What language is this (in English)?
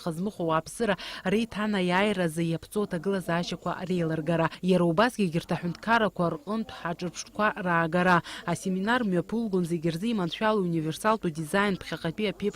Abkhazian